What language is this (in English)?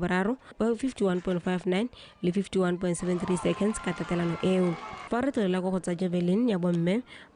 Tswana